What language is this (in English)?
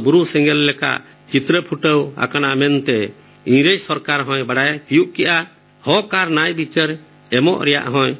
Santali